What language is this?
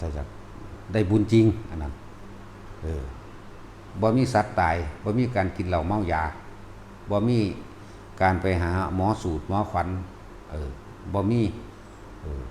Northeastern Thai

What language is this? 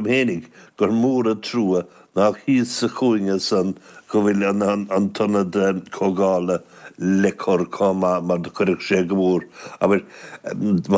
Irish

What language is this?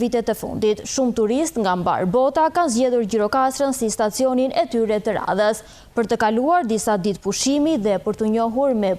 Albanian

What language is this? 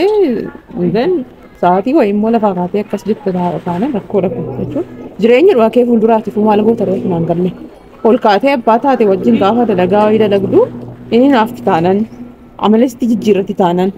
Oromo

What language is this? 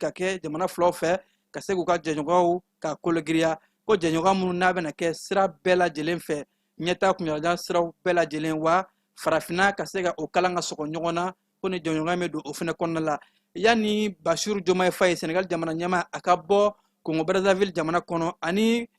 Bambara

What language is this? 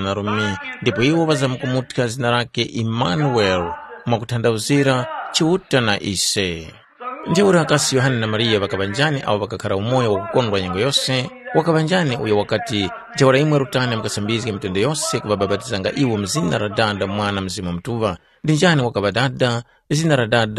Tumbuka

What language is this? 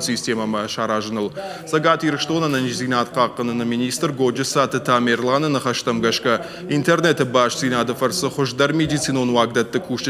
Ossetic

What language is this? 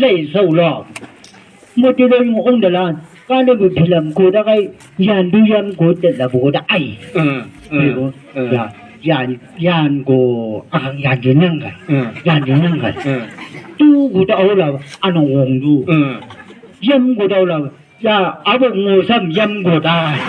Chang Naga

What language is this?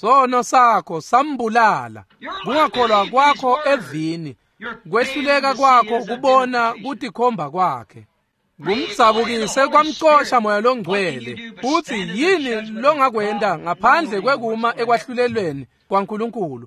Swati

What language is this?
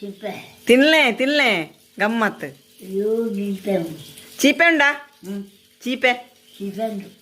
Tulu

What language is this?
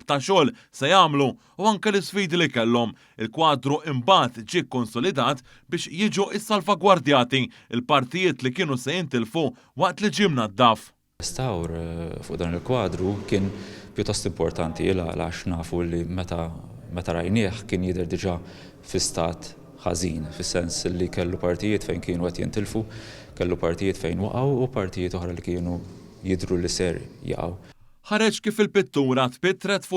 Maltese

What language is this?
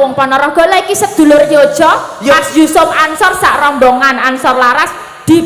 Javanese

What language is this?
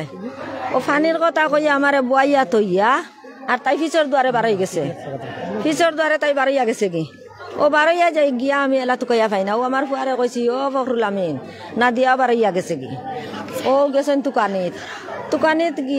Sylheti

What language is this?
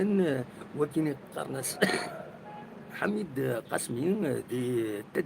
Kabyle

